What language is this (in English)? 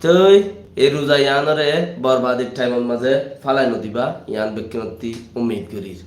Rohingya